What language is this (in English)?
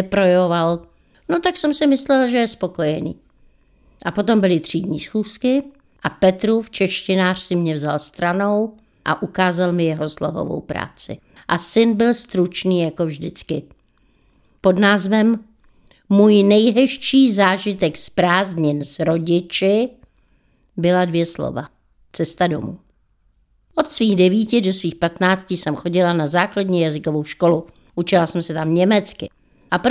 Czech